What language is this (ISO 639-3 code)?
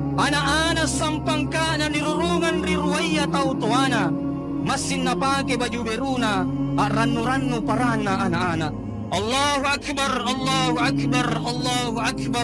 mak